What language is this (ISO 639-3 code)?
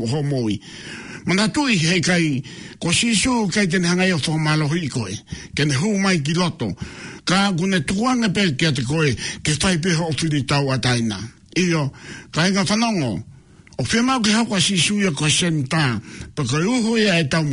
ton